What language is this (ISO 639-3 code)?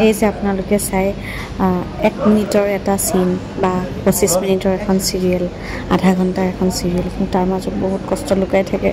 asm